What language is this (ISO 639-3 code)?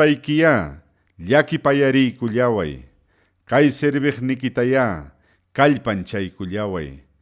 quy